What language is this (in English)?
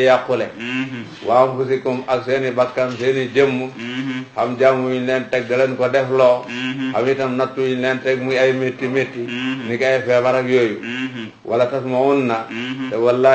Wolof